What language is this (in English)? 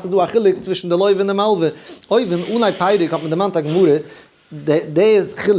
Yiddish